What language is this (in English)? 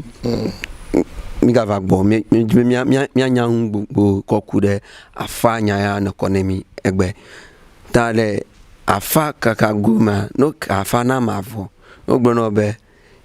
Ewe